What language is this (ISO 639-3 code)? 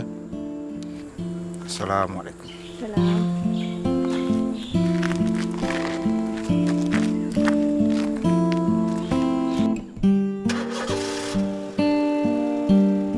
msa